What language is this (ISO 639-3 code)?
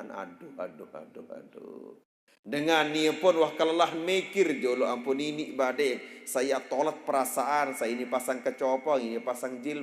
sas